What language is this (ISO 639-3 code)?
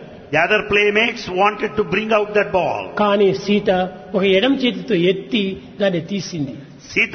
tel